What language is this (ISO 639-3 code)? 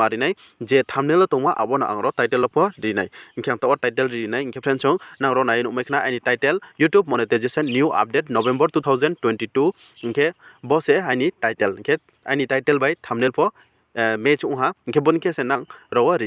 ria